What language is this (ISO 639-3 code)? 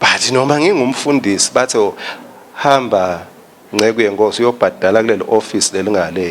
ssw